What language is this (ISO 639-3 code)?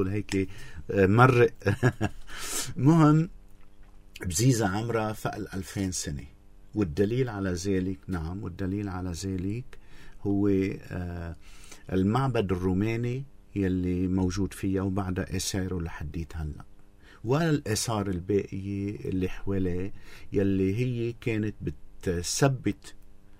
apc